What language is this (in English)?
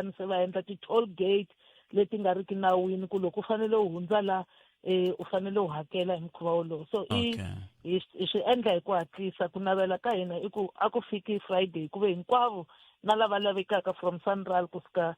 Tsonga